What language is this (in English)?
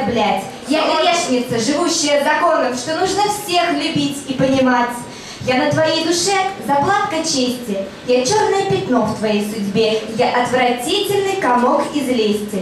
Russian